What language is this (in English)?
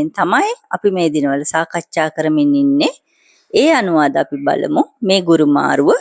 Sinhala